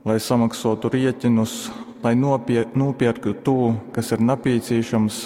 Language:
Latgalian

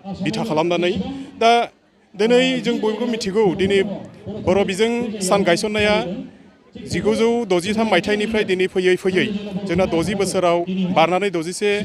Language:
Bodo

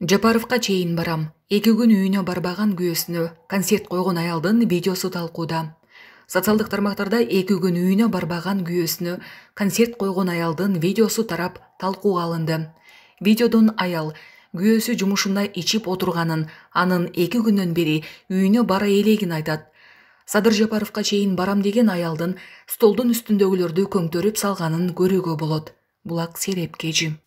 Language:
Kyrgyz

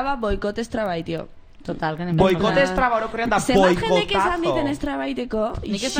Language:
Basque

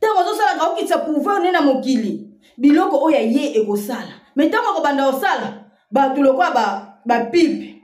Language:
Lingala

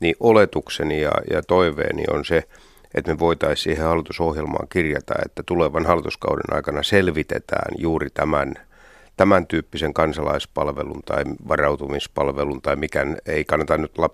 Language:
Finnish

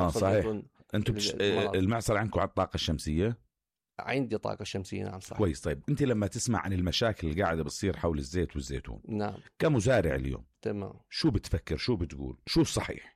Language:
North Levantine Arabic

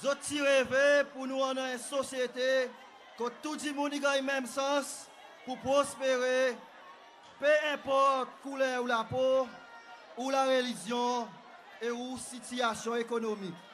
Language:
Seselwa Creole French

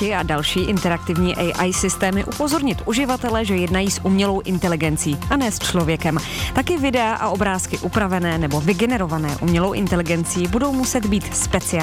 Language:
Czech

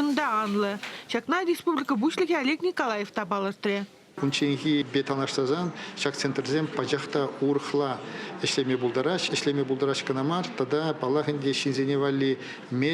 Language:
Chuvash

